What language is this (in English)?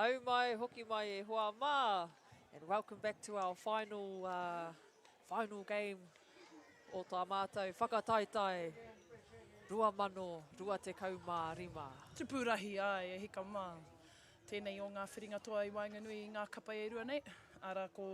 Māori